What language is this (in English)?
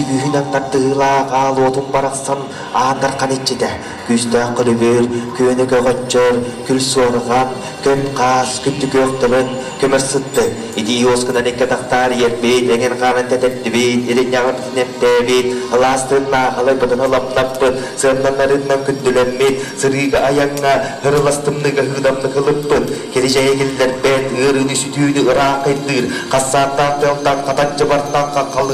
Yakut